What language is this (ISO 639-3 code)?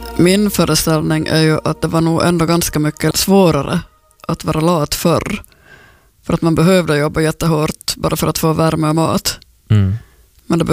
swe